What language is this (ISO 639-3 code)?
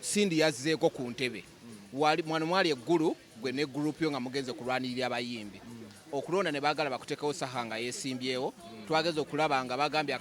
lug